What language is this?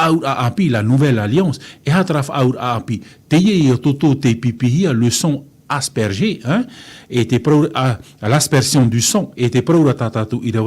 Tahitian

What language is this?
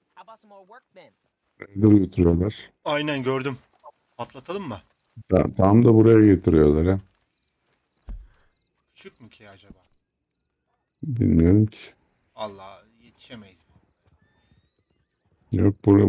Turkish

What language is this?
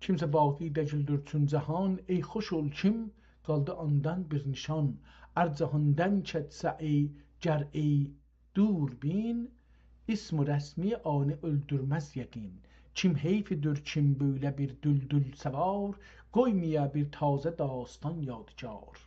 South Azerbaijani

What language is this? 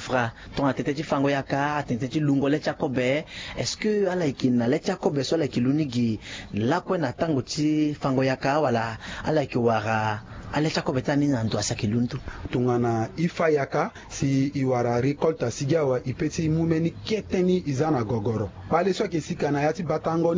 Sango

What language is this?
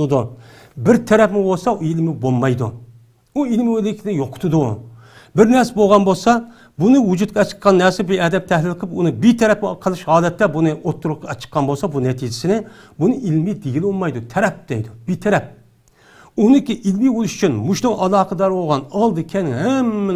Uyghur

